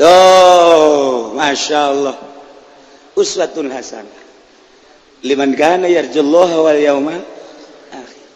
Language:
Sundanese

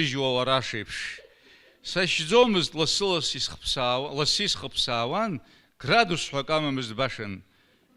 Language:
Abkhazian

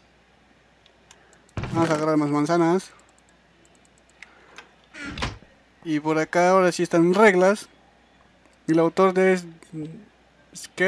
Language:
Spanish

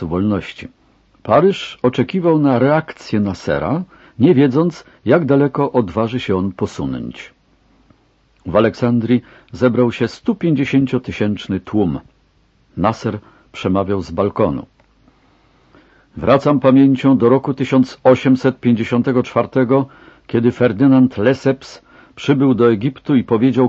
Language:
Polish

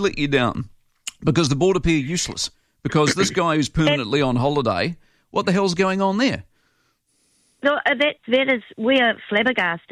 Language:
English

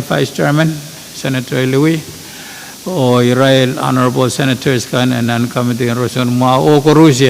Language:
Pohnpeian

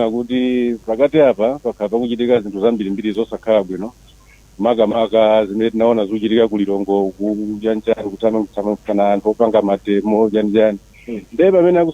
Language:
Nyanja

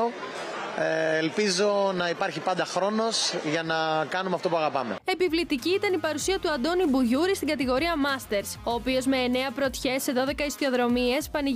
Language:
Greek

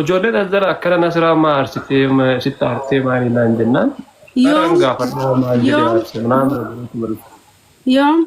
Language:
Oromo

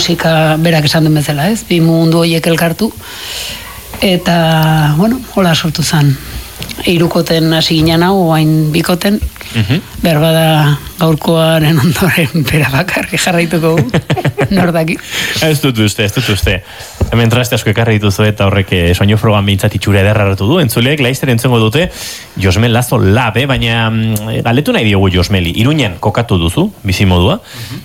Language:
Basque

